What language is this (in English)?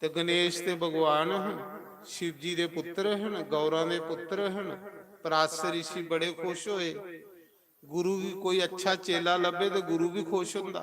Dogri